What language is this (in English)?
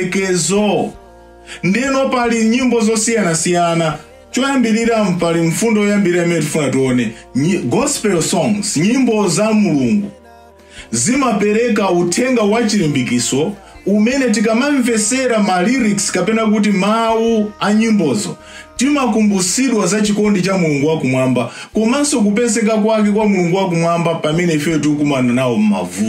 Nyanja